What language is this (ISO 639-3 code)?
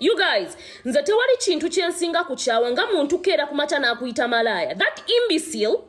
lug